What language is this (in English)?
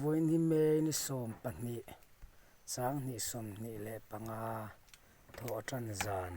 Mizo